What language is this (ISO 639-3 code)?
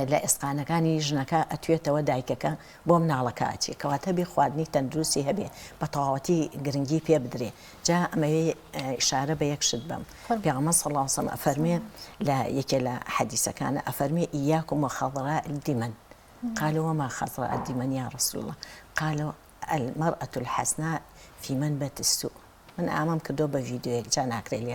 ckb